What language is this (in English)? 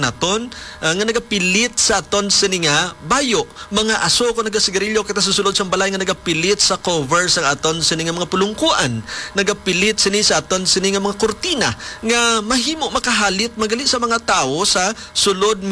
Hiligaynon